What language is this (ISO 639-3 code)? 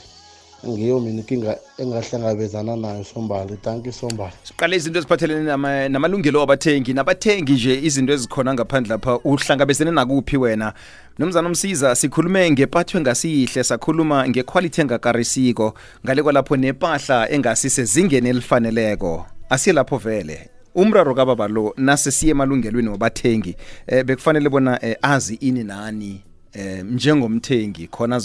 nbl